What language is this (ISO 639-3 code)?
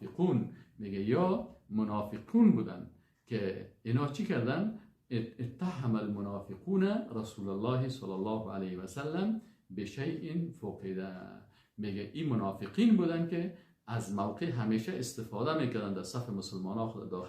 fas